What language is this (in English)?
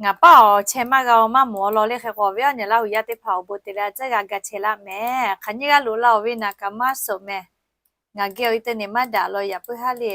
Lahu